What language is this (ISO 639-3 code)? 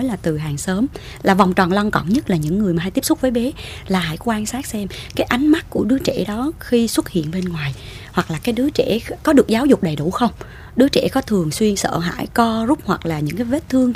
vie